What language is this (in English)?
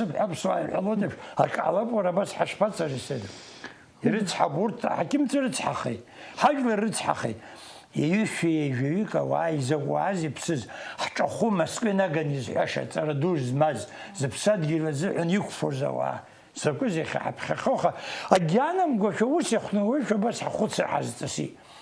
Abkhazian